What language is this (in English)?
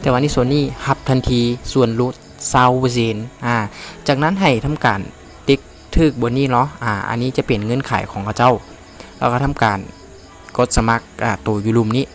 Lao